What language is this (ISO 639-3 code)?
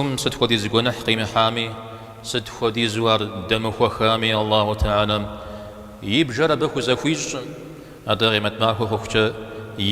kbd